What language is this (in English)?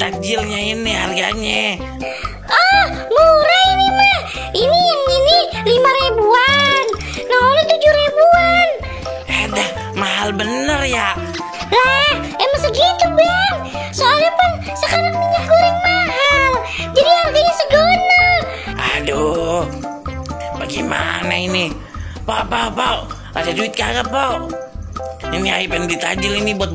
Betawi